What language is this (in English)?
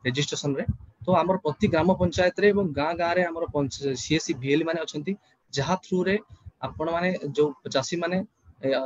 Odia